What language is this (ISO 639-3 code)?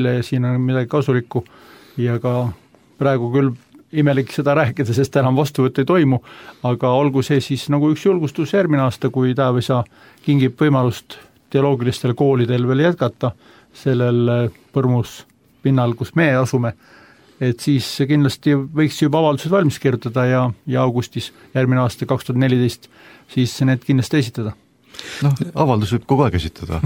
est